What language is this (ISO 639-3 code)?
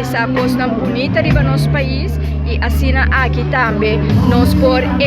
pap